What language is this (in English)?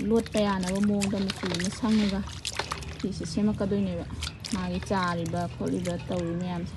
Manipuri